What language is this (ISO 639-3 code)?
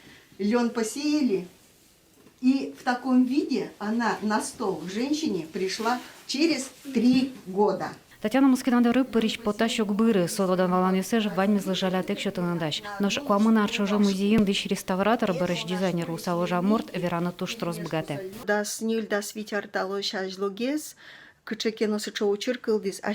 udm